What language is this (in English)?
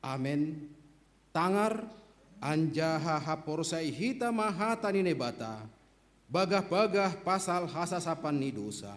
Batak Simalungun